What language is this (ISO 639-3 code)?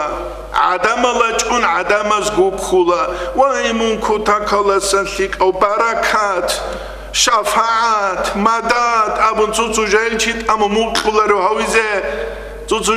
ava